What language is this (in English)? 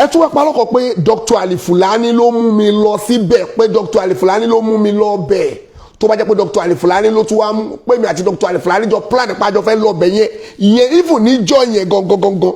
Yoruba